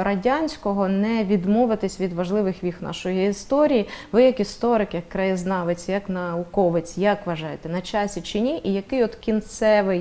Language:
Ukrainian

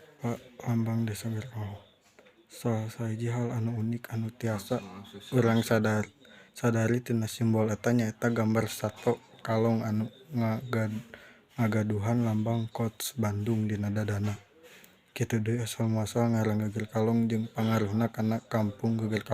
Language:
Sundanese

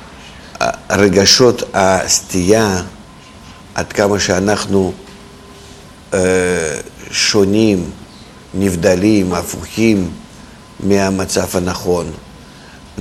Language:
Hebrew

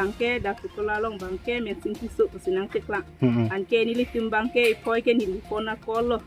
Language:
Karbi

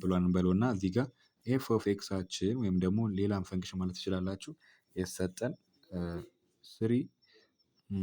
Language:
Amharic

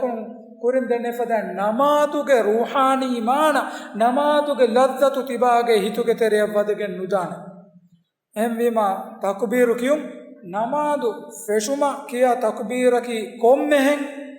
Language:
Divehi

